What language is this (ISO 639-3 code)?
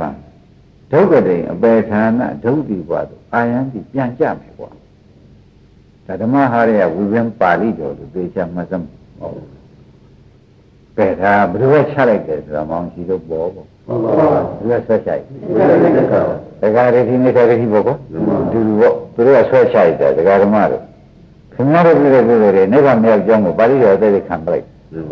mya